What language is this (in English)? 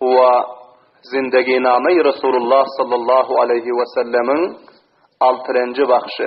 Turkmen